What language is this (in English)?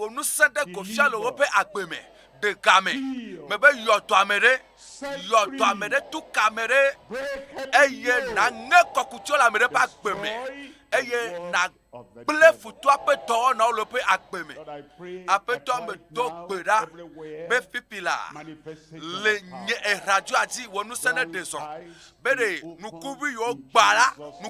Ewe